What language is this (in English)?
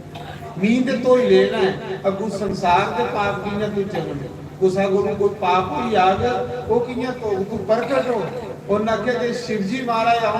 Dogri